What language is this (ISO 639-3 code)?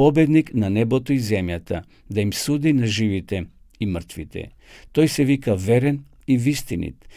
mkd